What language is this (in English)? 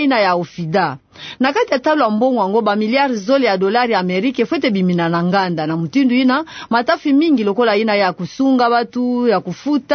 Kituba (Democratic Republic of Congo)